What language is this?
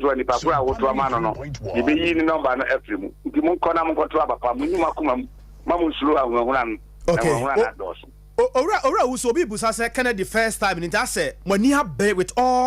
Akan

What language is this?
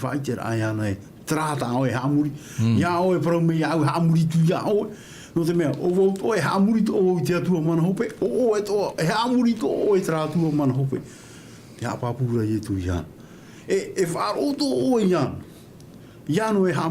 Tahitian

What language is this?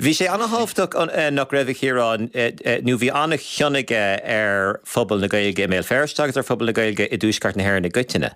Irish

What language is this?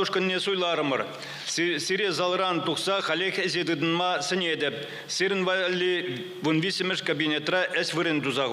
Chuvash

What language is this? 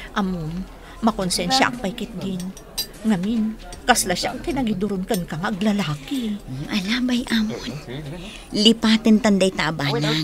Iloko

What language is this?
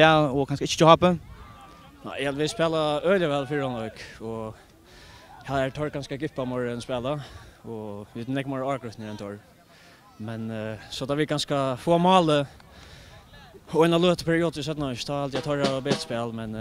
Faroese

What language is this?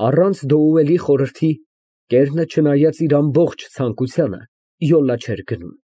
Armenian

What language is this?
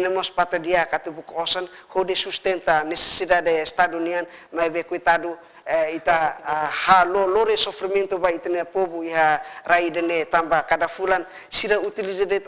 Tetum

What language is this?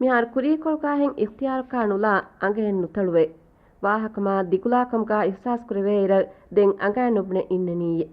Divehi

